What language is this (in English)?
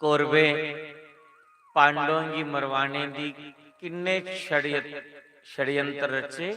Dogri